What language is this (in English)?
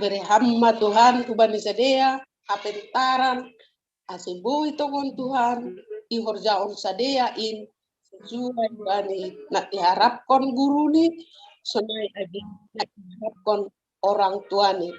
Batak Simalungun